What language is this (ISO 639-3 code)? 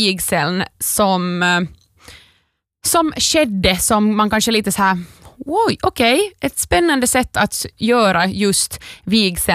swe